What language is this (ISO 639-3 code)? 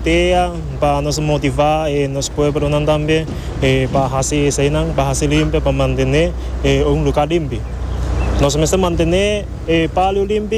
pap